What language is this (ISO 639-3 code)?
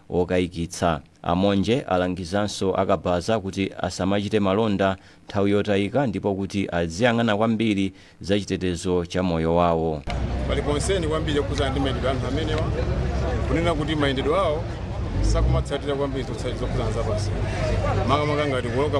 nya